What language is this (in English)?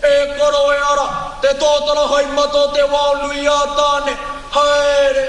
Māori